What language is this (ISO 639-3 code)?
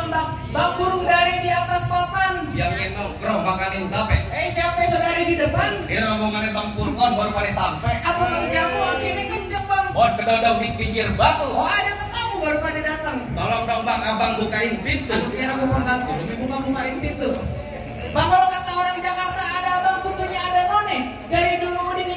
bew